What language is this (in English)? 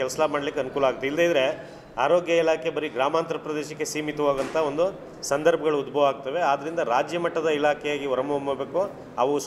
Kannada